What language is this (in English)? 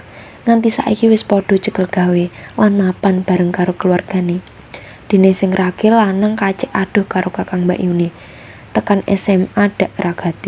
Javanese